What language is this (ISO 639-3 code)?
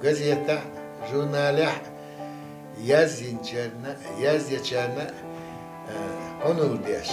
che